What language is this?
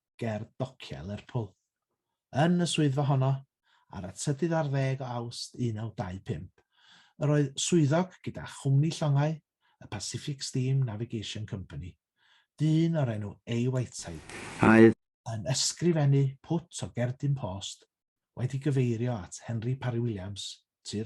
Welsh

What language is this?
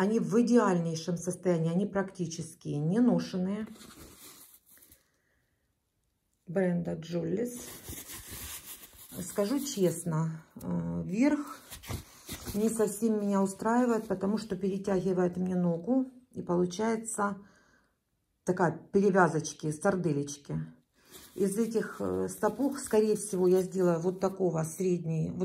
Russian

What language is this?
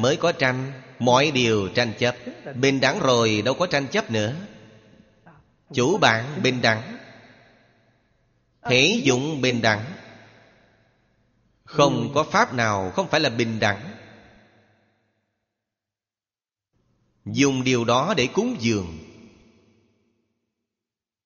Vietnamese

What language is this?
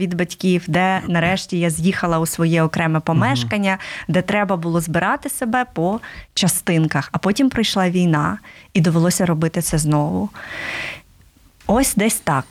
Ukrainian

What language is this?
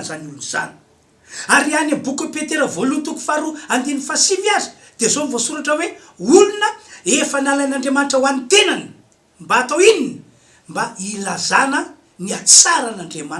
Malagasy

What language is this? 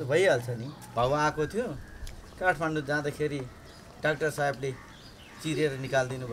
Nepali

